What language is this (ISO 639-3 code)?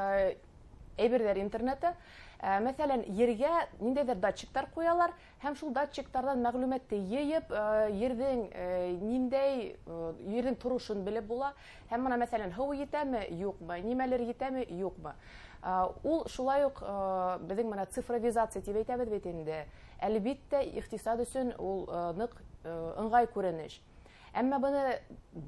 bak